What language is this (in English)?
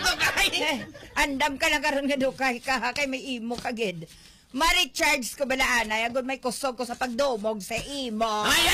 Hiligaynon